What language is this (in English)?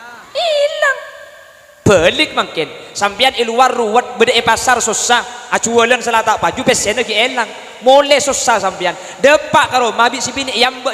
Madurese